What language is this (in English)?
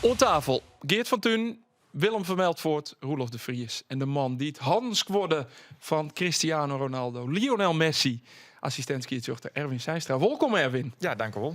Western Frisian